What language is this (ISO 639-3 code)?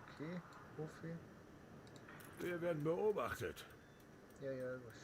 bar